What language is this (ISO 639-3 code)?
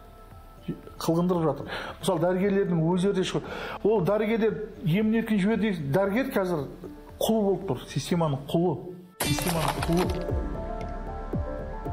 kaz